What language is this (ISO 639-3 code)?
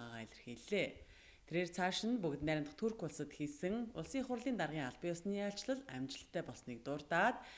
mon